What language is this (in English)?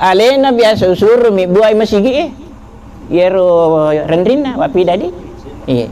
Buginese